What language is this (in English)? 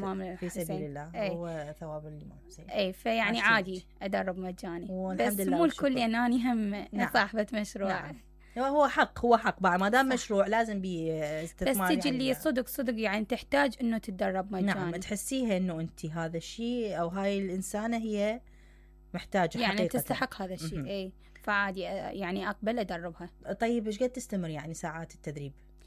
Mesopotamian Arabic